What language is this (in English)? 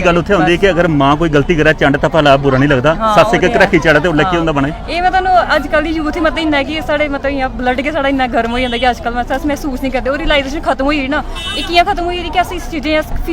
Dogri